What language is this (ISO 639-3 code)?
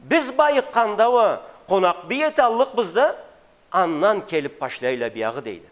krc